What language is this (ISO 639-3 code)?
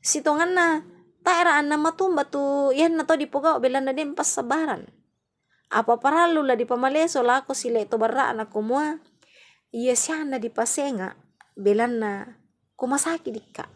sda